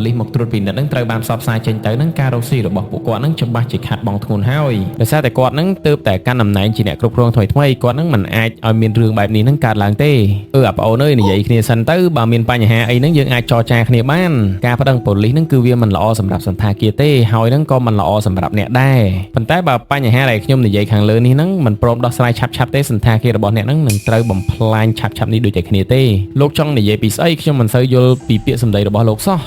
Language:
Khmer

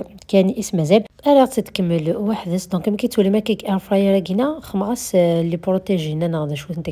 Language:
Kabyle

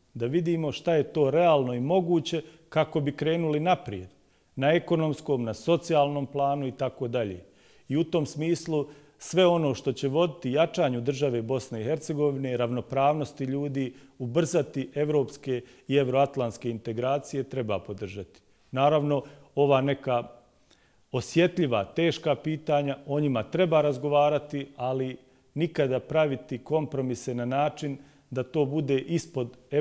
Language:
Bosnian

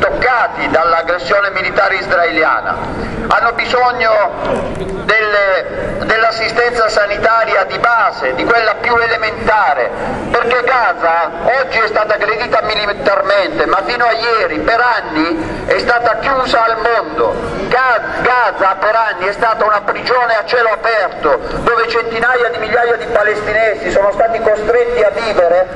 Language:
Italian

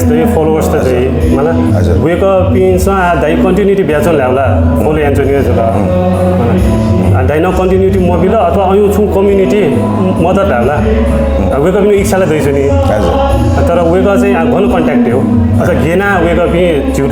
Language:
Newari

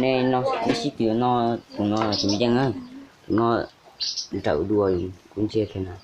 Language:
Hmong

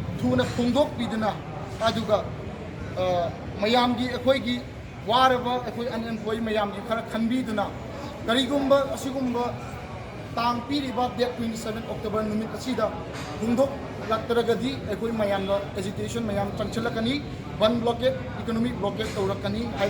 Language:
Manipuri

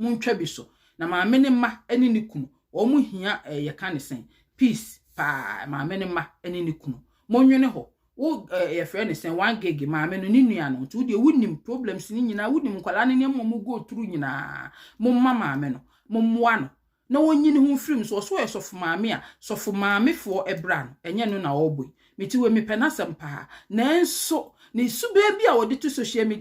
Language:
Akan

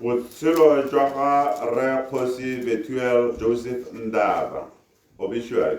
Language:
Tswana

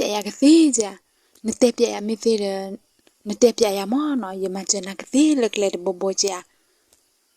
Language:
S'gaw Karen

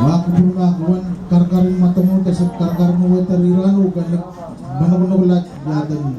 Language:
Pohnpeian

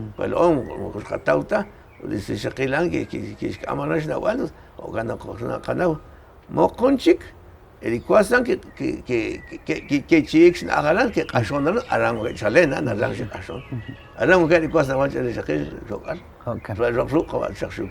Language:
Kekchí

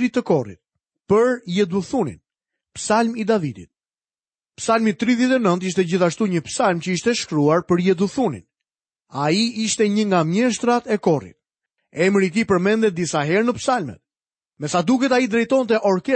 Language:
Albanian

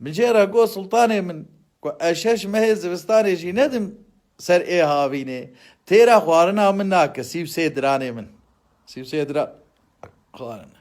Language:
Kurdish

